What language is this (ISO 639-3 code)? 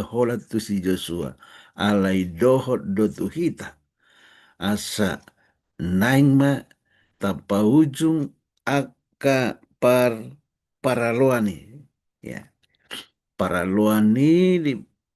bbc